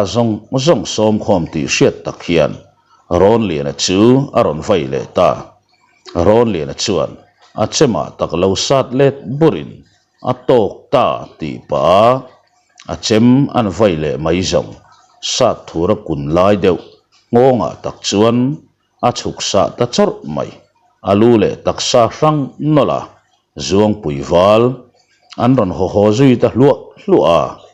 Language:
Mizo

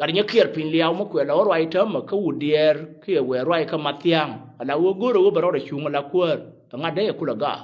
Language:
Nuer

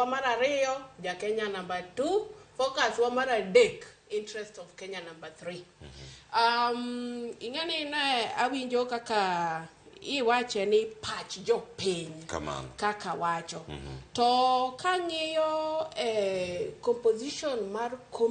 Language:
Luo (Kenya and Tanzania)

